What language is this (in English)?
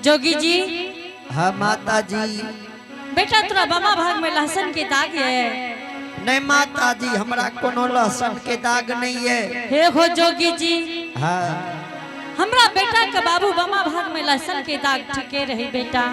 Angika